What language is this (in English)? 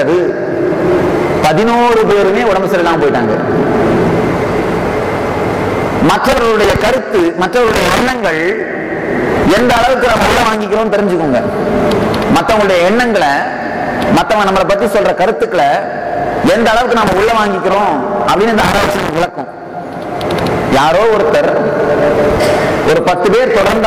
Tamil